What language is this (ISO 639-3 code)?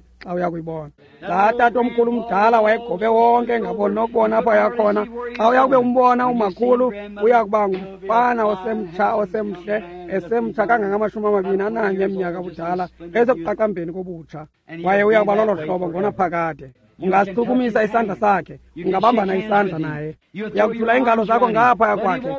xho